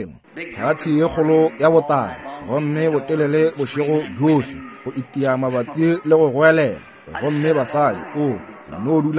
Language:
Northern Sotho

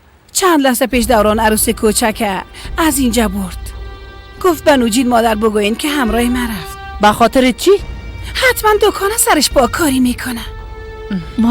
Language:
Persian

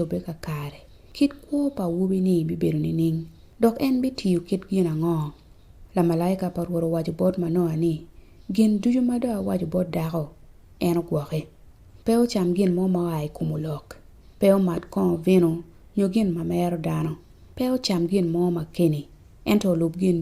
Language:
Acoli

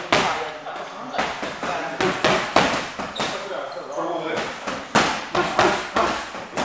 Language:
Croatian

